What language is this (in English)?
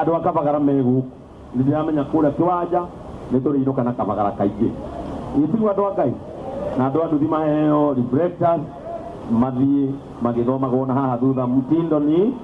Kikuyu